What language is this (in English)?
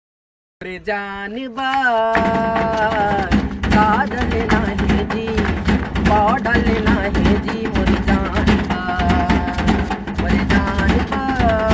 Chhattisgarhi